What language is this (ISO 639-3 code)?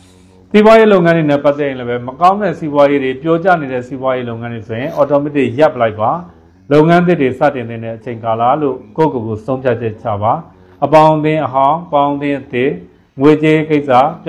mya